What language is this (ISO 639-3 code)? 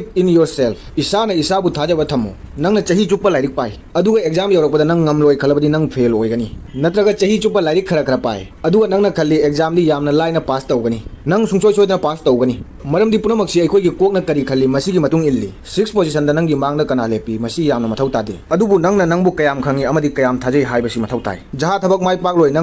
mni